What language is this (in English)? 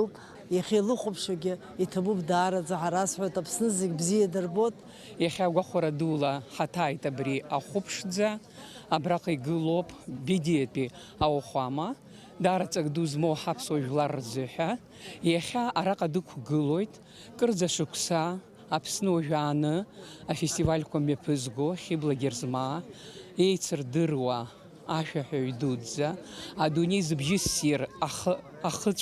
Abkhazian